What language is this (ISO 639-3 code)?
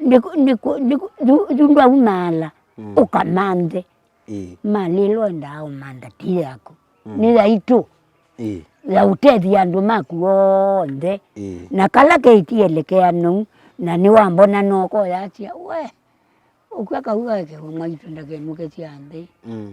kam